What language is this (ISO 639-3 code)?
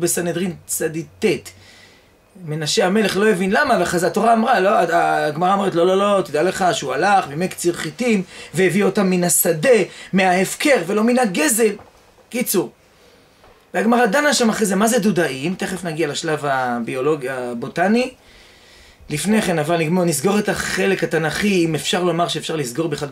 heb